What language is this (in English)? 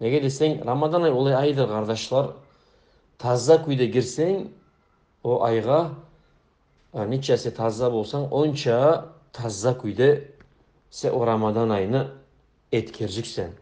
Kumyk